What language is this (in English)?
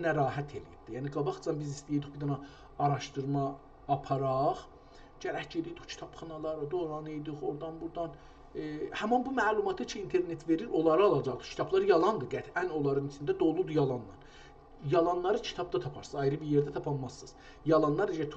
South Azerbaijani